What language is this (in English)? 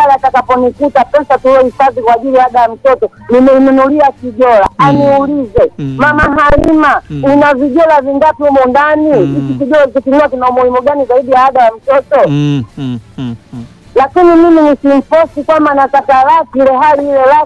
Swahili